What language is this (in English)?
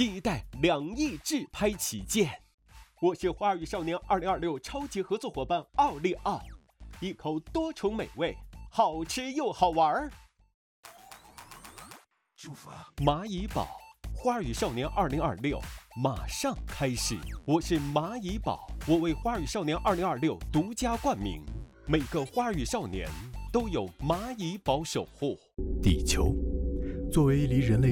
Chinese